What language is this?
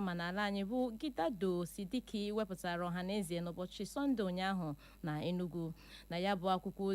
Igbo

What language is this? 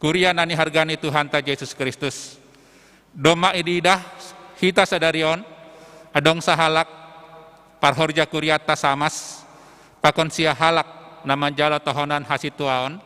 Batak Simalungun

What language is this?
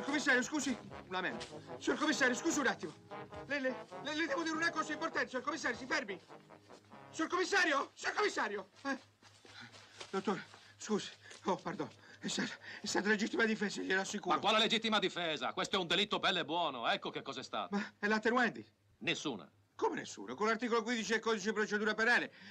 Italian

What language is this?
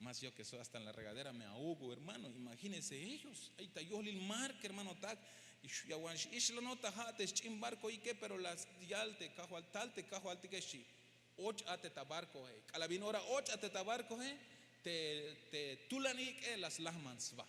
Tzeltal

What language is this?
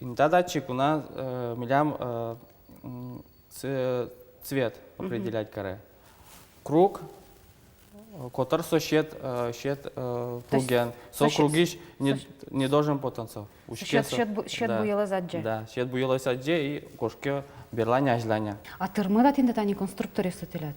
Udmurt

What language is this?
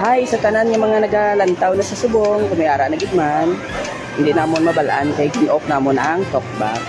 Hiligaynon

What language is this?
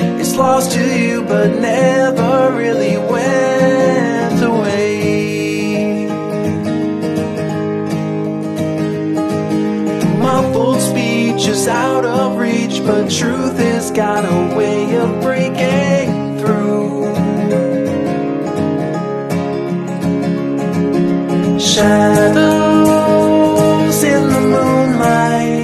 English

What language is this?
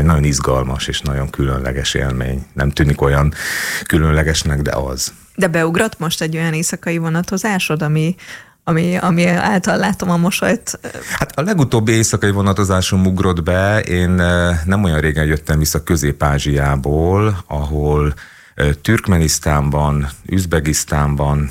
Hungarian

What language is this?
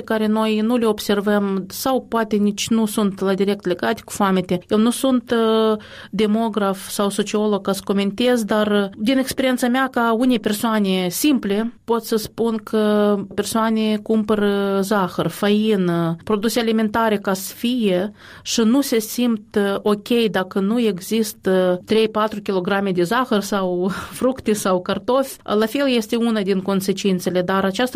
Romanian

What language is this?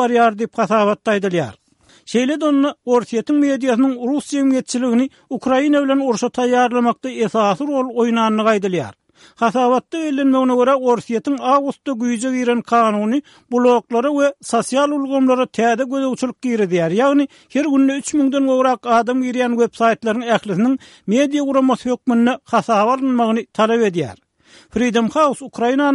Turkmen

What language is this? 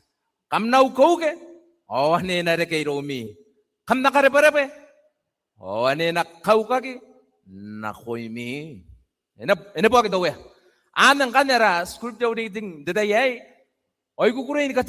Gilbertese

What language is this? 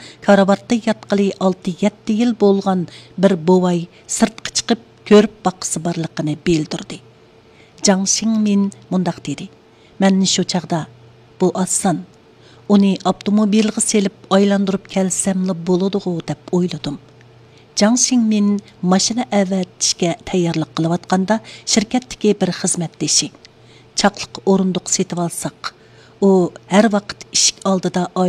Uyghur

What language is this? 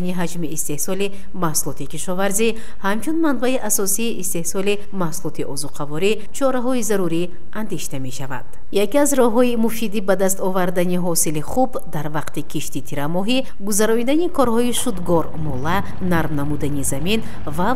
Tajik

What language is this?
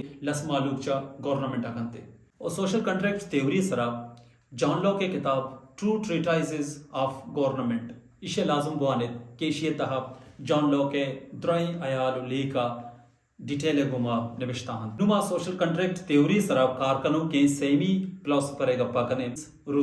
Baluchi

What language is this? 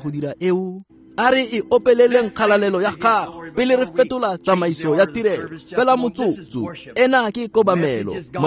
Tswana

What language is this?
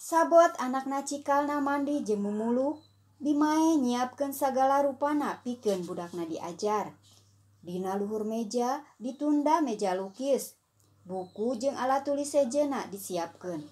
Sundanese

